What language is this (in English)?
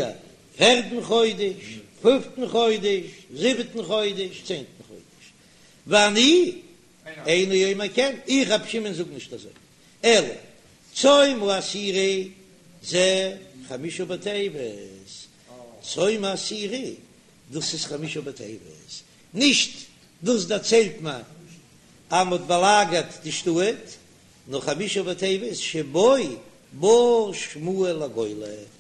Yiddish